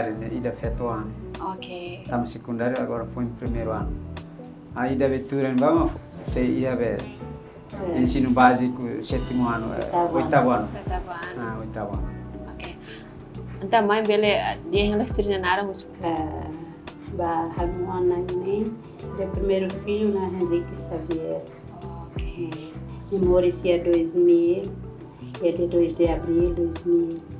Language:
Tetum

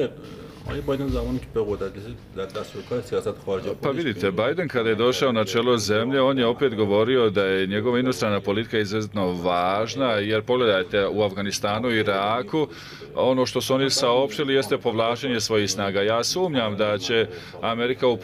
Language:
Bosnian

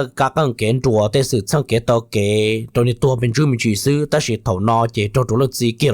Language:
Hmong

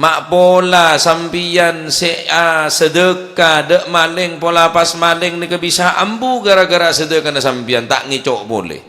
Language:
Madurese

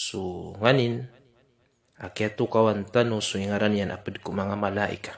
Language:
Maranao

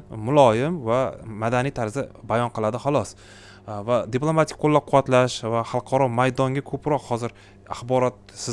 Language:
Uzbek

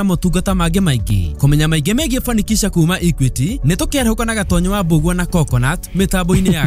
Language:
Kikuyu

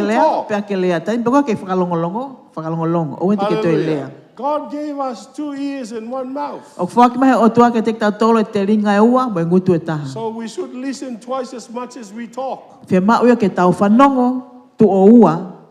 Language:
Tongan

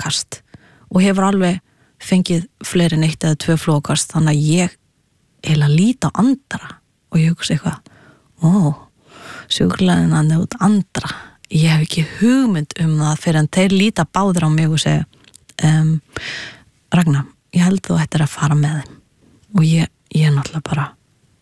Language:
Icelandic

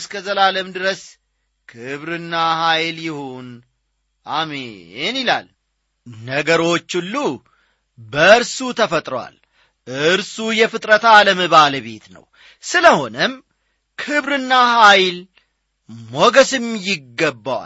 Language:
Amharic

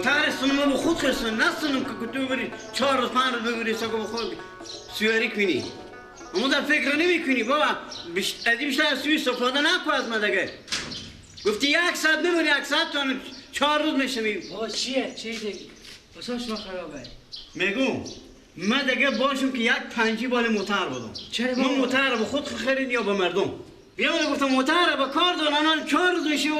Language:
Persian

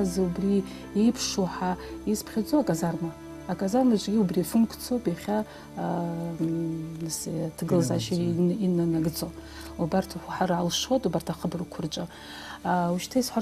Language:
Abkhazian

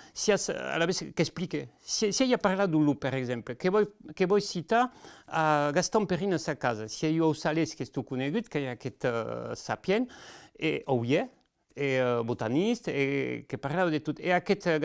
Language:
Occitan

